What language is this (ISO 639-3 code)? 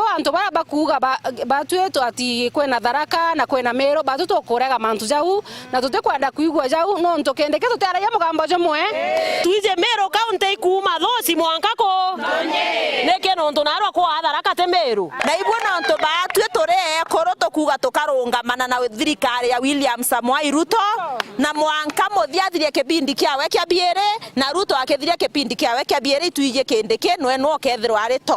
mer